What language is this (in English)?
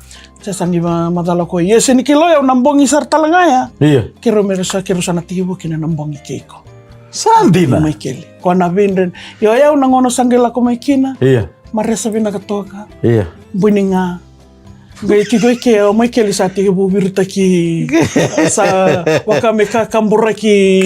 Fijian